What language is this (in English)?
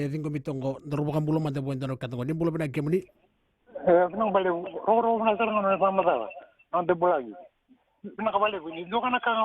Fijian